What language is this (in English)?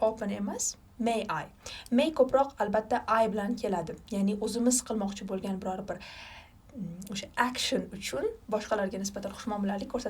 Uzbek